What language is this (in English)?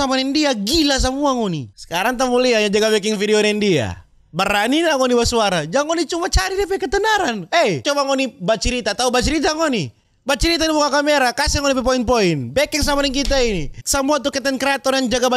Manado Malay